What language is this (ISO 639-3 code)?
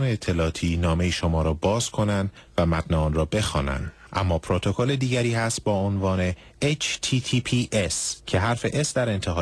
fas